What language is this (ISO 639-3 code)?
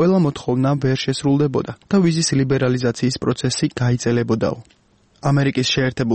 kat